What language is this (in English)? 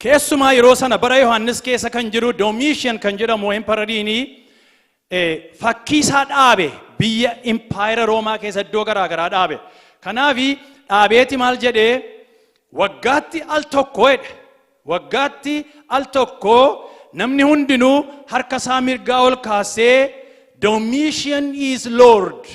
Oromo